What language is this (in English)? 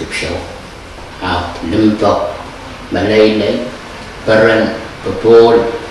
Pohnpeian